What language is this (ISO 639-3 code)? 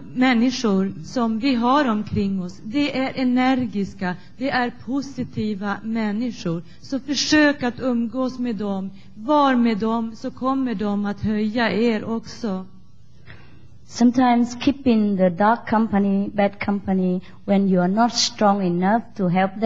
swe